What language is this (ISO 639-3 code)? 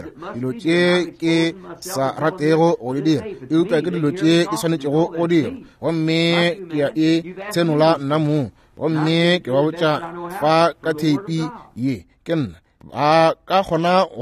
nso